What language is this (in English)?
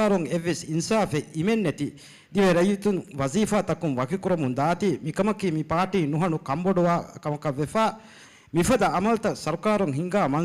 Divehi